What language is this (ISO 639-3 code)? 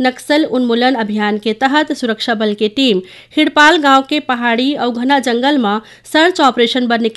hne